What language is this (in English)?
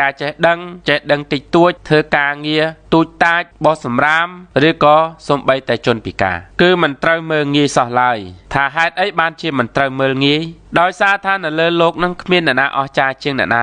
Khmer